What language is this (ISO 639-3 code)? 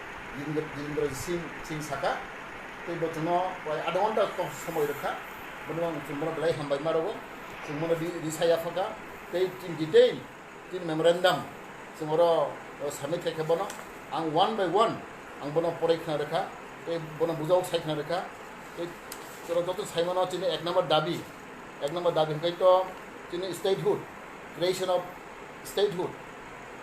ria